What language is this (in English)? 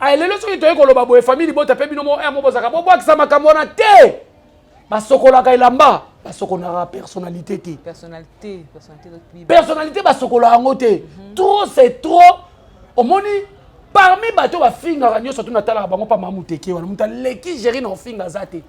Lingala